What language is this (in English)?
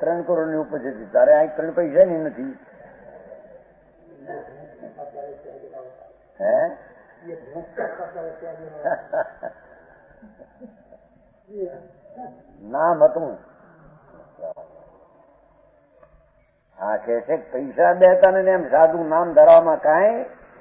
Gujarati